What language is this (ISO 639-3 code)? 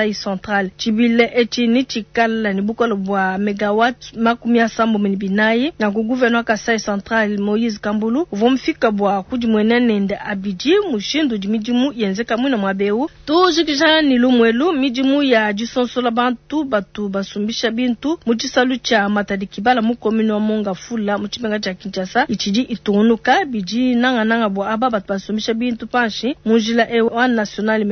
lua